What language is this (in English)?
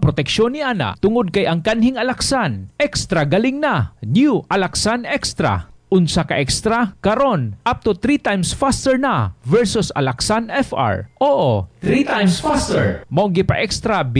Cebuano